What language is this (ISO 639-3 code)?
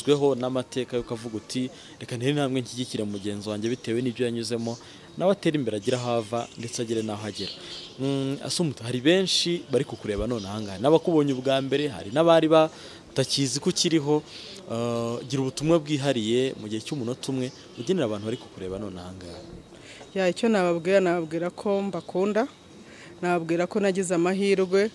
kin